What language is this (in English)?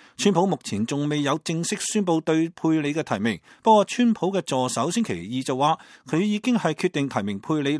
Cantonese